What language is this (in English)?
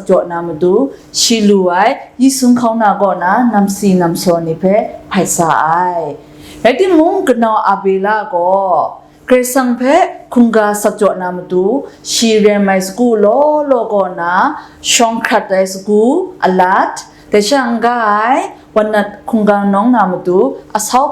Kachin